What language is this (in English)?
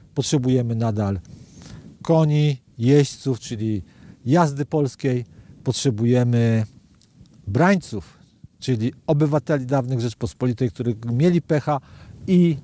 Polish